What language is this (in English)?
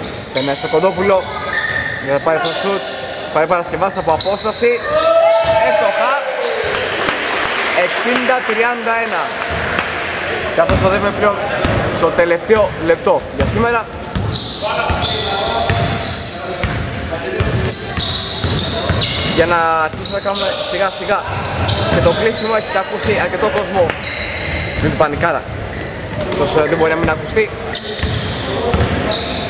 Greek